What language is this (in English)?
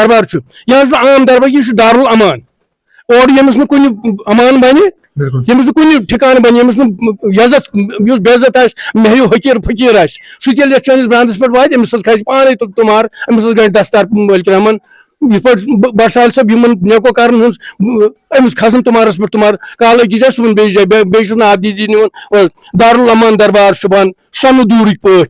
Kashmiri